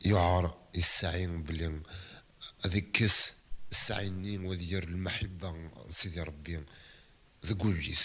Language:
Kabyle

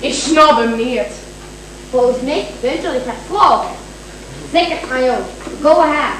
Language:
Limburgish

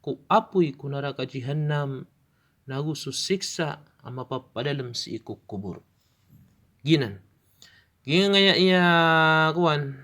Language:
Maranao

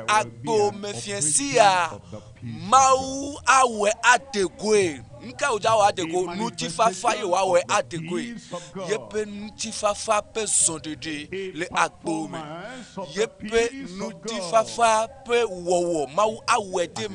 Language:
Ewe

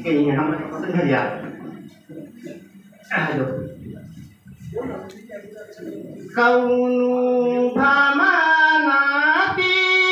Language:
Bhojpuri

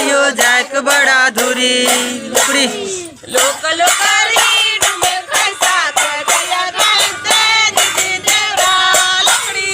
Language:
Chhattisgarhi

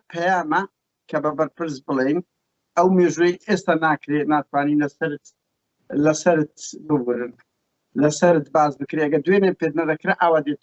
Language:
Central Kurdish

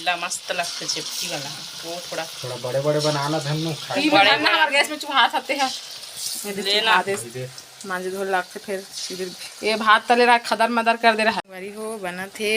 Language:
Chhattisgarhi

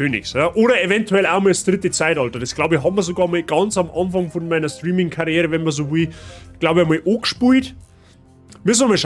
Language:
Bavarian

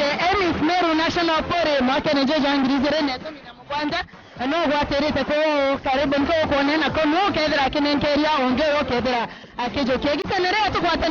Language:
Meru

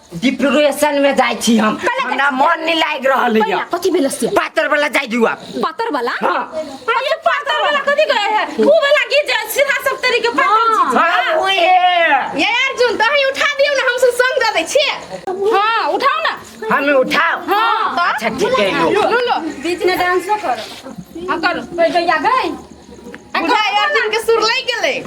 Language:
Maithili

